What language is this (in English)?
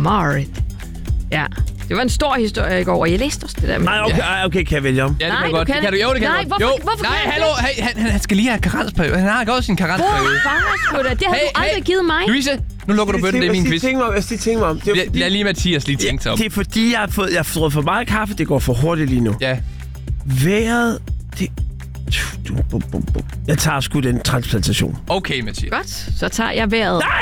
Danish